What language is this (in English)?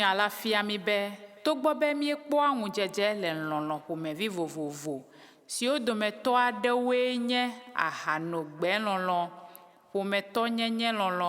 Ewe